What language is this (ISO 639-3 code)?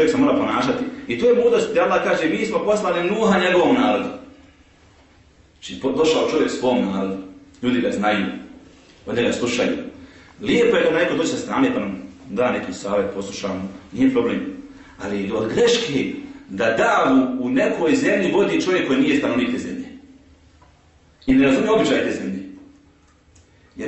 bos